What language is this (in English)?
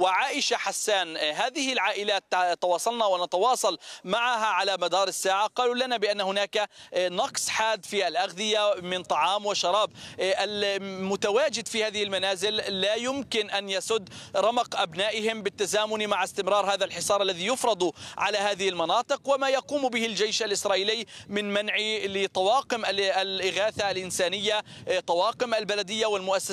Arabic